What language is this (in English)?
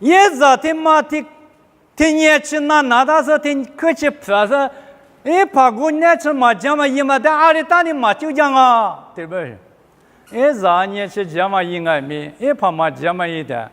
Lisu